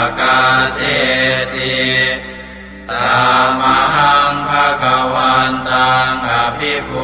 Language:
Pali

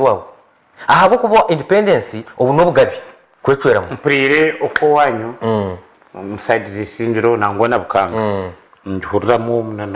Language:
Nyankole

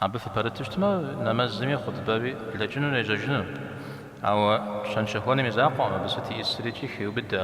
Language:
Kabardian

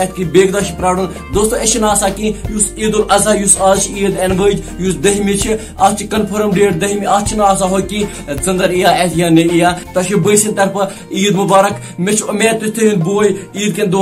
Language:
Kashmiri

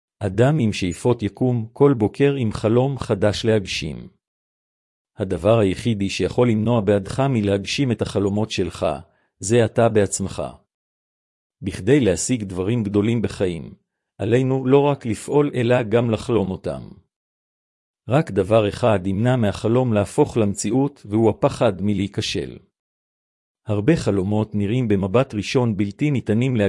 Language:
Hebrew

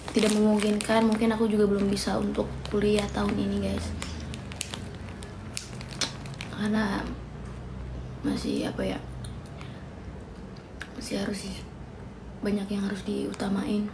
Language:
Indonesian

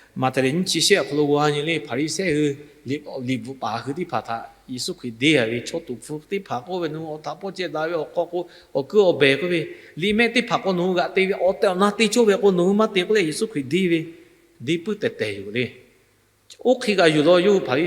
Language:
Lahu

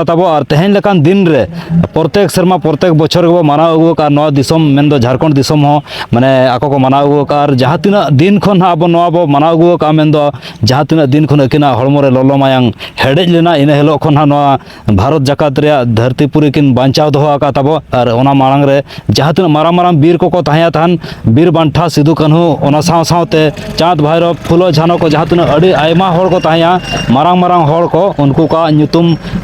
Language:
Santali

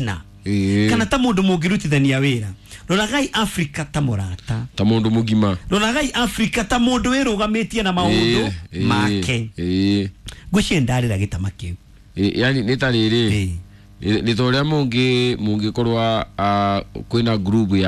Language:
Kikuyu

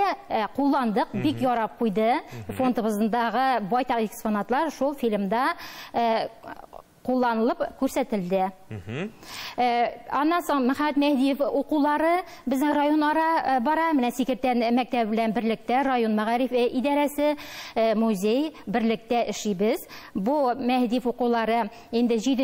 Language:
Tatar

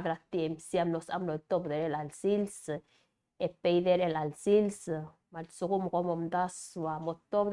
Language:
Palauan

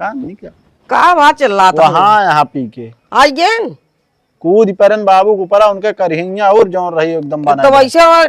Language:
Awadhi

